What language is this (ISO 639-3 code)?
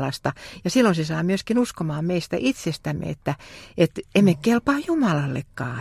fin